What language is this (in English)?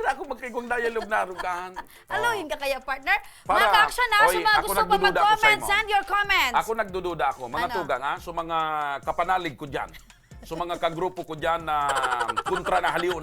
Bikol